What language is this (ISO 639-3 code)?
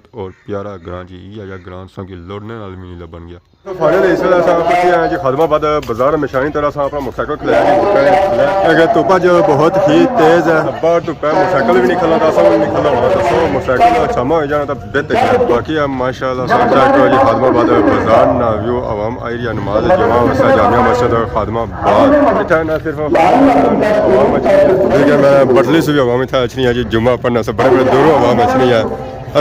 phr